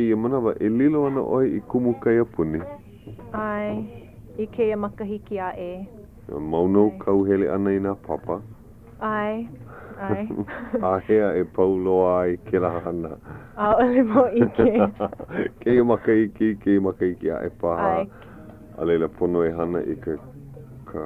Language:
Hawaiian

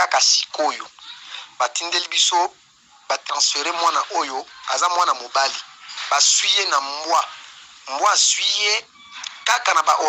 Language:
Lingala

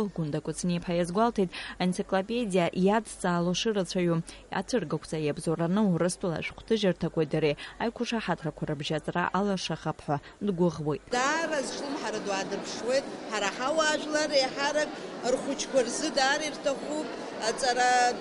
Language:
Abkhazian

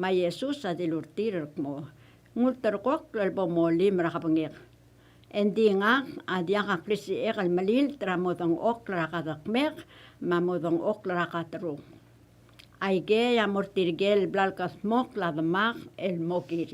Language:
Palauan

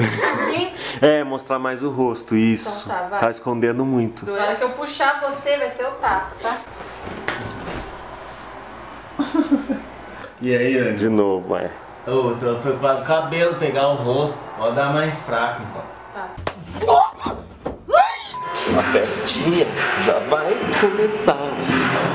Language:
Portuguese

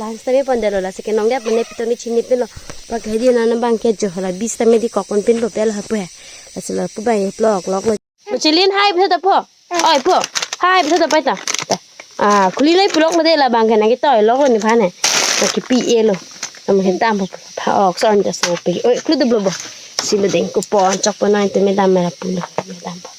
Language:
Karbi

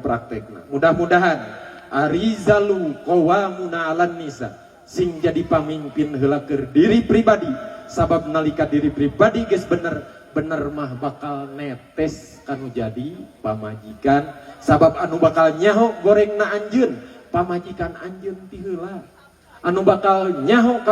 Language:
Sundanese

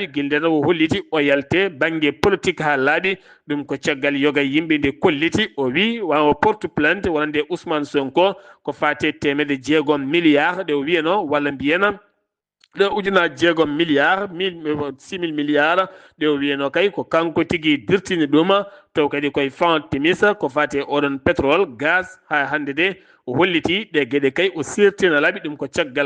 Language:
Fula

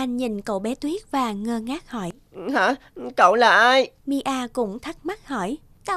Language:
Vietnamese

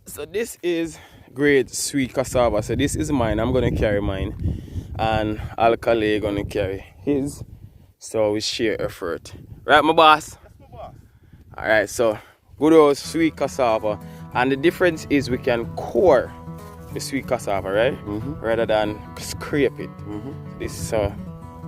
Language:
Jamaican Creole English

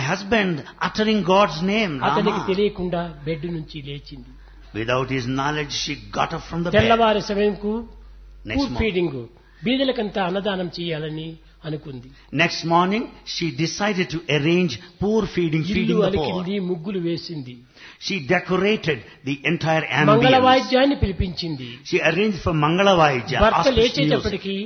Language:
Telugu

